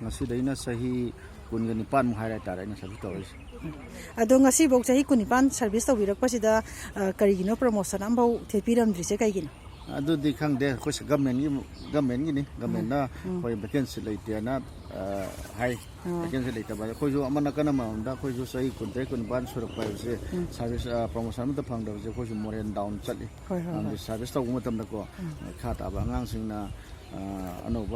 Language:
Manipuri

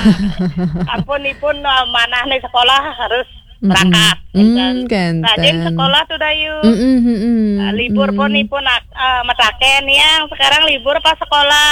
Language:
Balinese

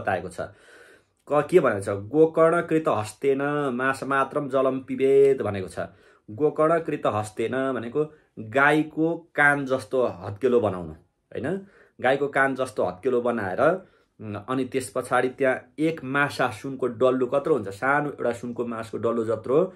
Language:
Nepali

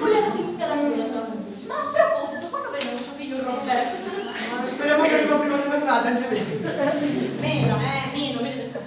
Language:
Sicilian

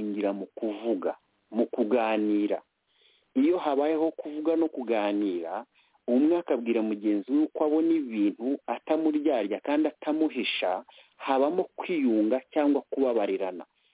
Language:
Kinyarwanda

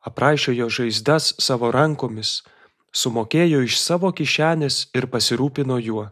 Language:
Lithuanian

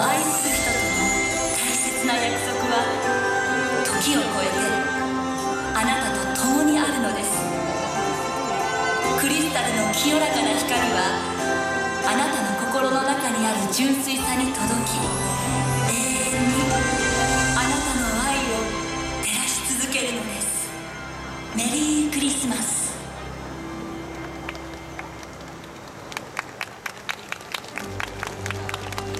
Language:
Japanese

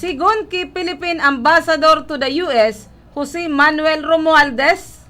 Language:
Bikol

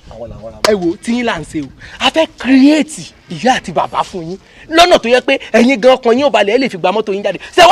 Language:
Yoruba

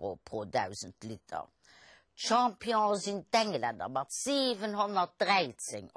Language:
Luxembourgish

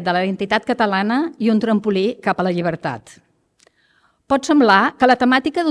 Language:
Catalan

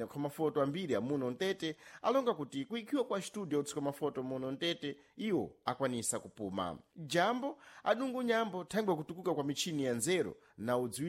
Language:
Sena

